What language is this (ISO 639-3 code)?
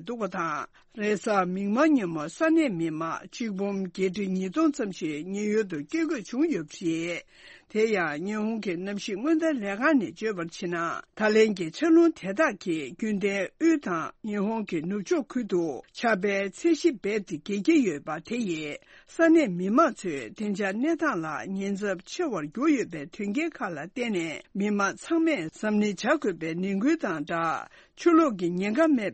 bod